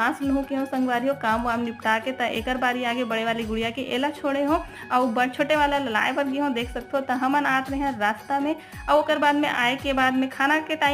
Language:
Chhattisgarhi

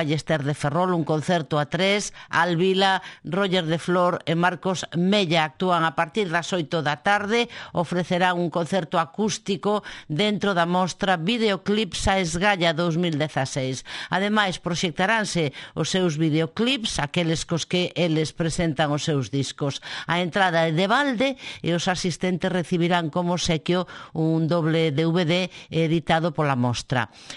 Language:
Galician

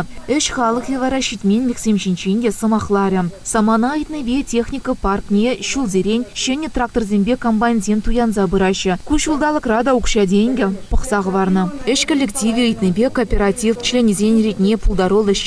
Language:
Chuvash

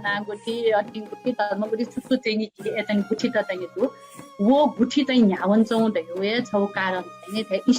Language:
Newari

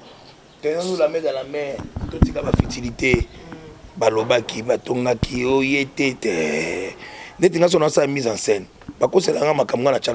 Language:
Lingala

